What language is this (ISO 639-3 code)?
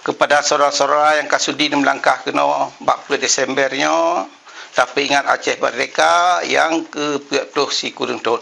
ace